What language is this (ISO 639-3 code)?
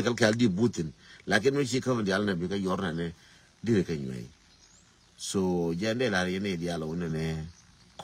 nus